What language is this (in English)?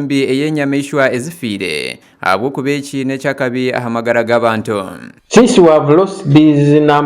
Nyankole